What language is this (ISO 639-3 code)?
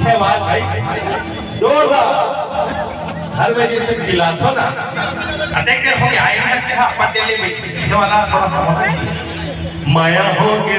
hne